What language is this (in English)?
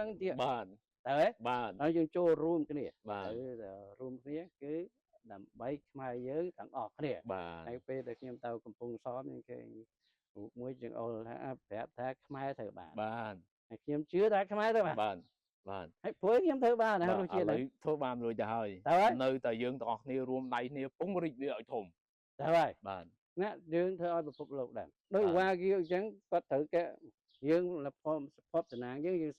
Khmer